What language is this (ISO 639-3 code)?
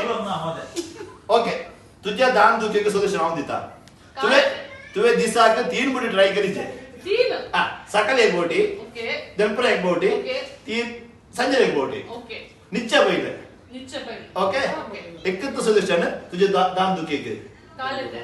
kok